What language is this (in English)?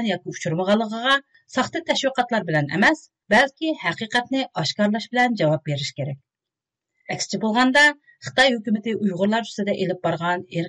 Uyghur